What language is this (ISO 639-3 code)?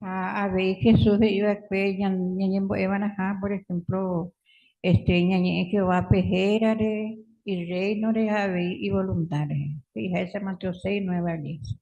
grn